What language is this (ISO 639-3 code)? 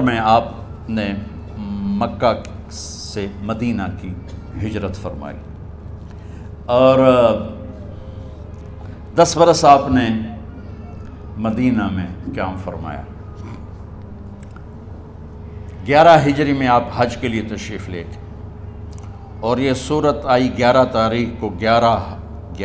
urd